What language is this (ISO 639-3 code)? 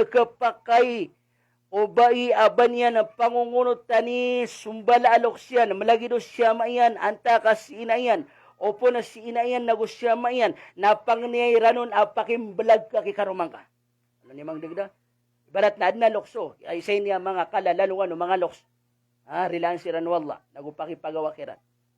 mrw